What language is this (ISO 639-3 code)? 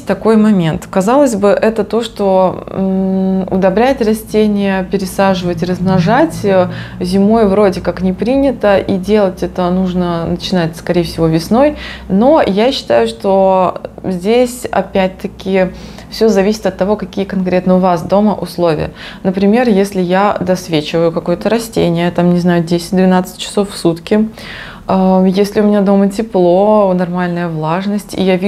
rus